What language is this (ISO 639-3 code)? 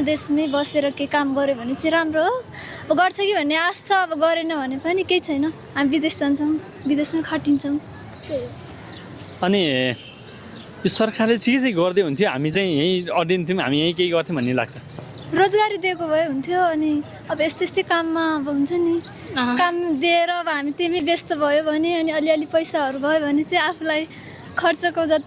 nep